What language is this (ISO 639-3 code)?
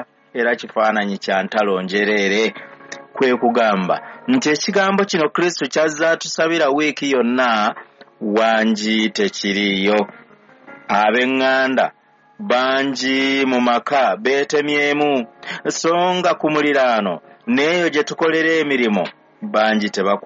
lug